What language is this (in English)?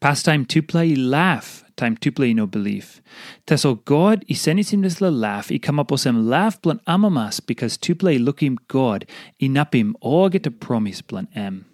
Tok Pisin